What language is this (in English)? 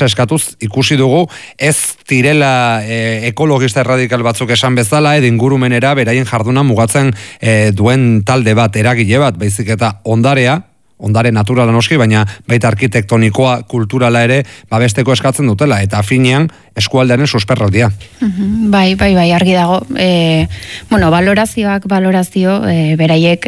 Basque